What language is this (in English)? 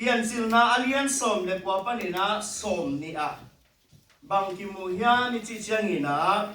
Tedim Chin